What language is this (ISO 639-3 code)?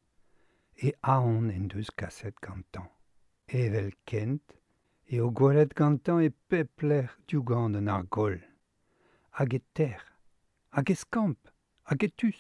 bre